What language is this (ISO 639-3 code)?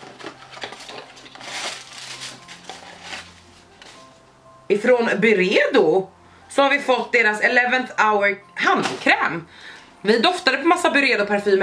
swe